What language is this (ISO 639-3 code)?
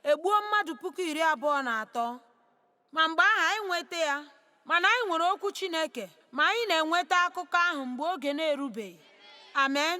ibo